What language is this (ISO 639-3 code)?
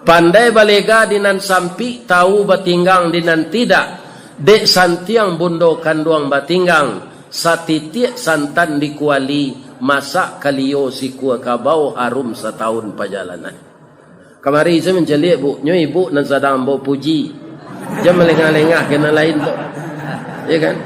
min